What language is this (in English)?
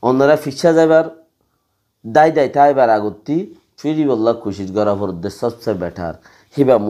Rohingya